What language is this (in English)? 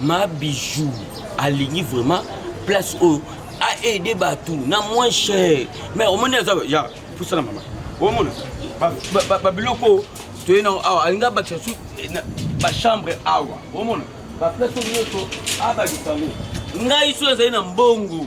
Lingala